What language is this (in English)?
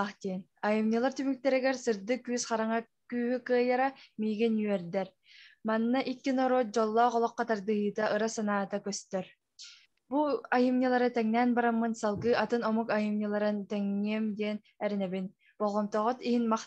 Yakut